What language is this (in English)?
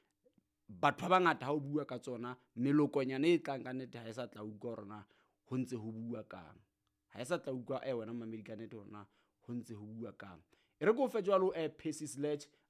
Southern Sotho